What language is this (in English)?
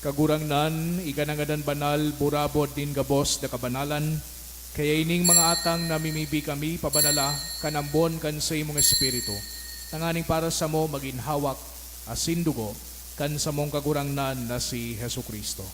Bikol